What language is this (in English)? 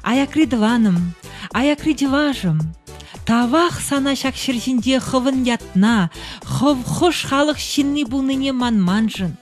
Chuvash